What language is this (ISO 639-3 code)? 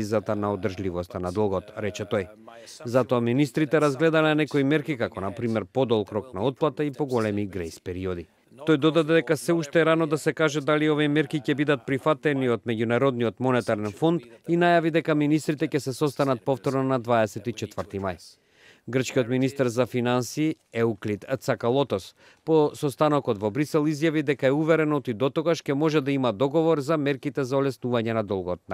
mkd